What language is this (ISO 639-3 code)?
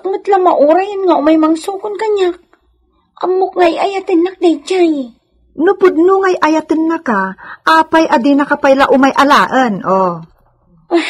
ilo